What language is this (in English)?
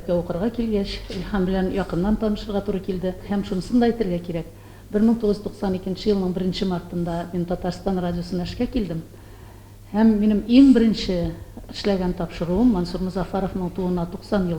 Tatar